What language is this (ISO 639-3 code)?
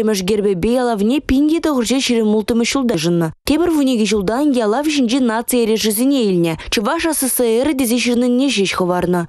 chv